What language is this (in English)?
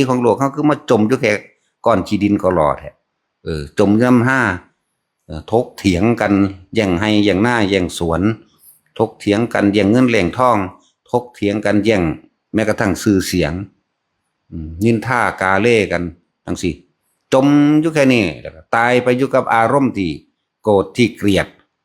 Northeastern Thai